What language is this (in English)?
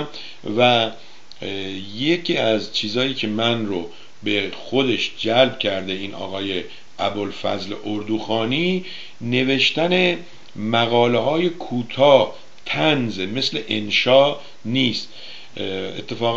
Persian